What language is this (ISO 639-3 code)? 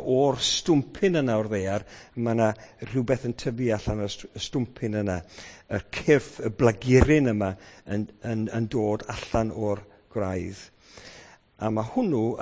cym